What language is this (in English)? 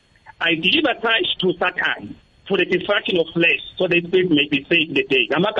South Ndebele